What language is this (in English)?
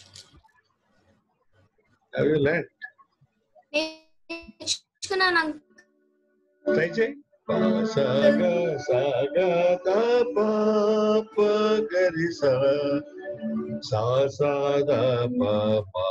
Telugu